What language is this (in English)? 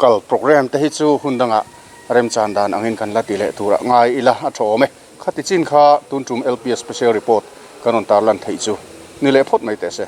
Mizo